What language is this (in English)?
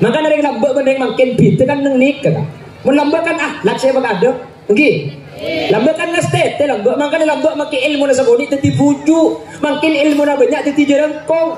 Madurese